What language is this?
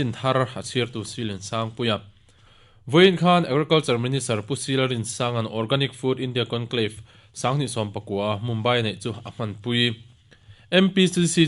Mizo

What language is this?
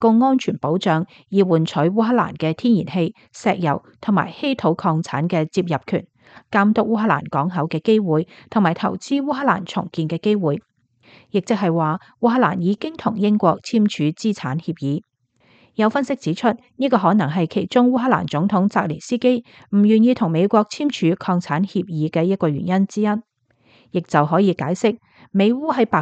Cantonese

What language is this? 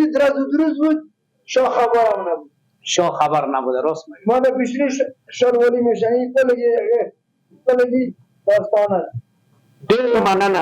Persian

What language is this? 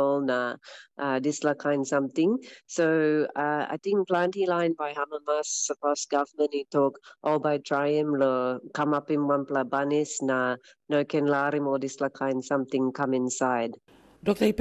Tok Pisin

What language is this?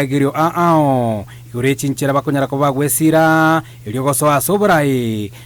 Gusii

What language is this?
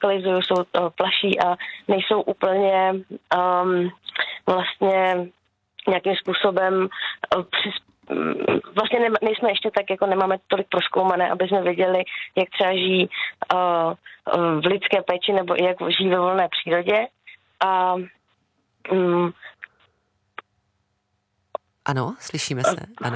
Czech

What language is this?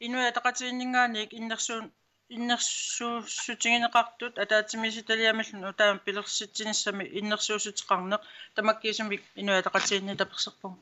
Kalaallisut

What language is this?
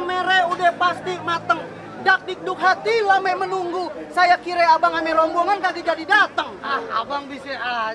Betawi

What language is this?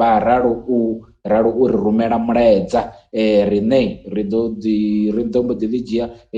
Venda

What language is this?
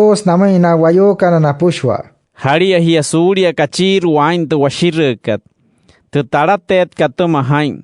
Wayuu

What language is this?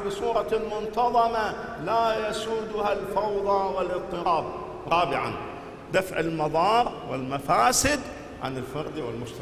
Arabic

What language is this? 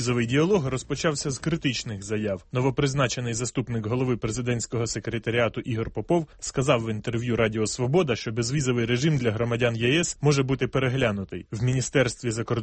Ukrainian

